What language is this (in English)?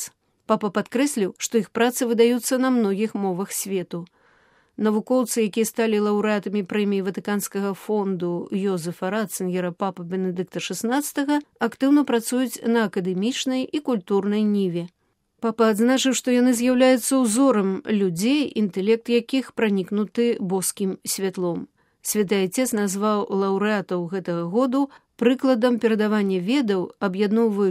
Belarusian